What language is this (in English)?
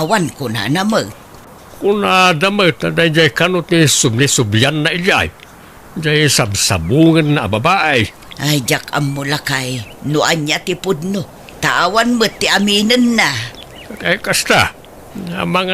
Iloko